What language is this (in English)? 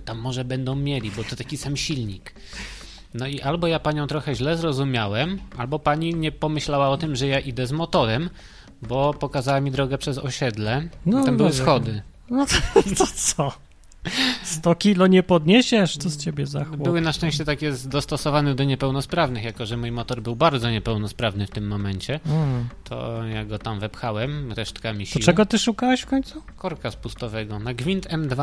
Polish